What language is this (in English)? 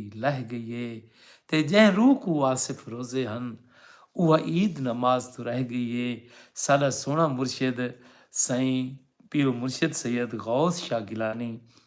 Saraiki